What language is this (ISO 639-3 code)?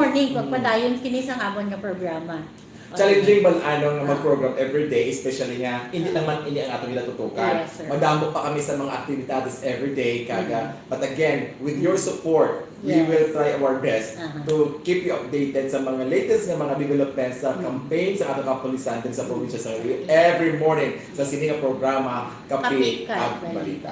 hil